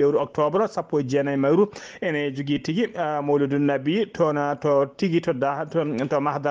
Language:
Fula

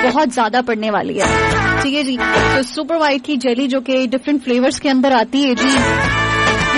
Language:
Urdu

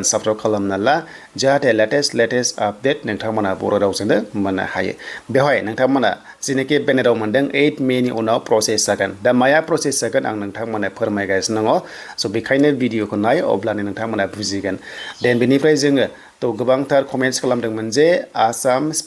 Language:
Bodo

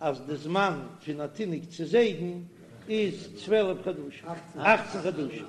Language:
Yiddish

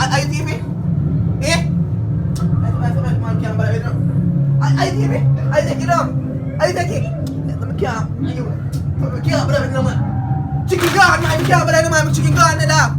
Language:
Jamaican Creole English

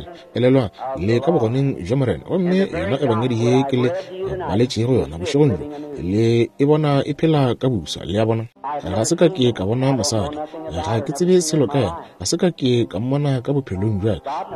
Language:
Northern Sotho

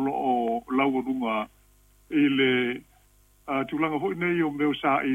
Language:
Samoan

